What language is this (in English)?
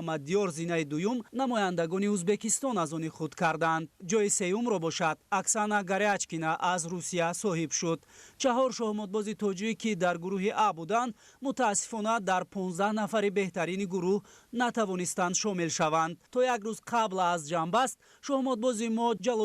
Tajik